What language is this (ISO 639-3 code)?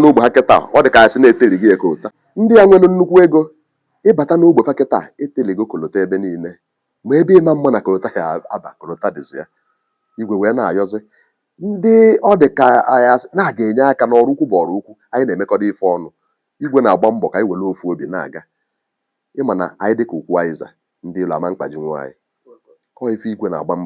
ibo